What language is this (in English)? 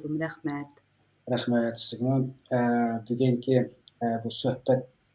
Uyghur